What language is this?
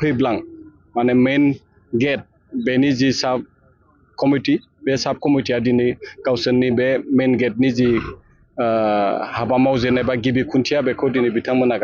Bodo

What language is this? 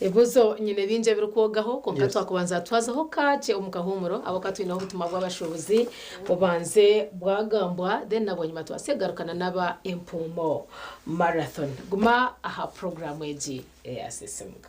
Nyankole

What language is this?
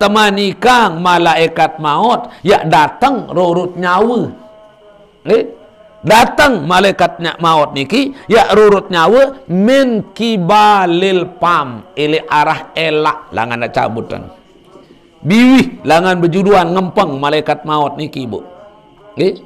Sasak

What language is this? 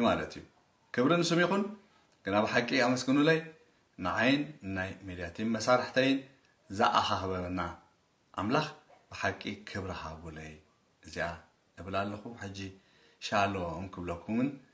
Tigrinya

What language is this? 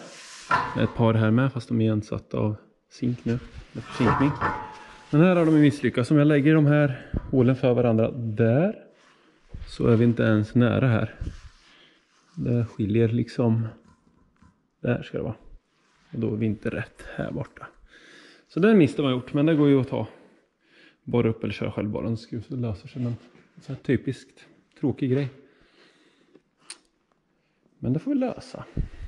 Swedish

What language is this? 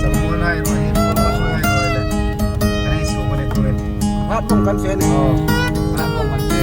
Hmar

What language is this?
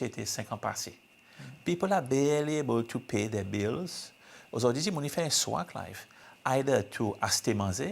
Seselwa Creole French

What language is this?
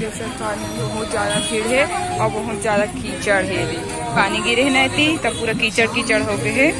Chhattisgarhi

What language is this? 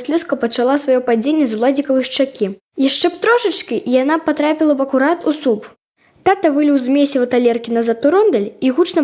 Belarusian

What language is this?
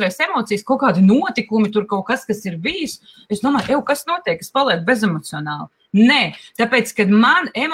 Latvian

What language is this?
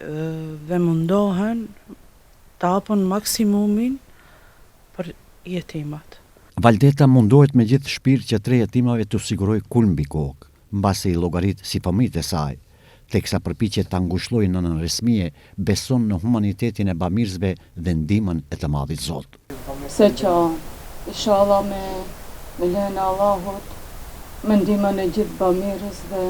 Albanian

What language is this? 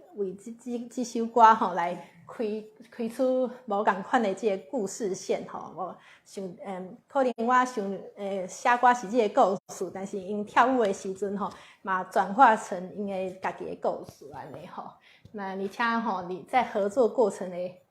Min Nan Chinese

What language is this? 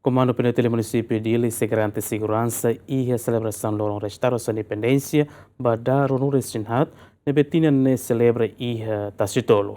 Tetum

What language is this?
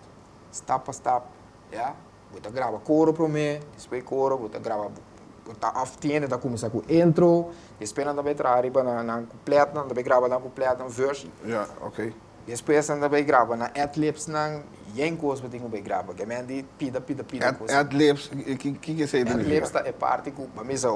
Papiamento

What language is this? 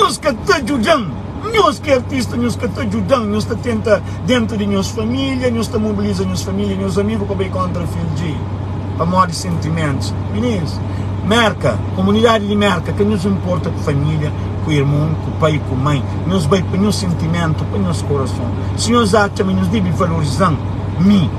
Kabuverdianu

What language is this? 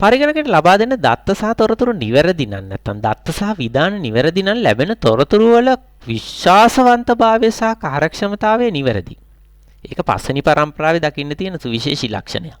Sinhala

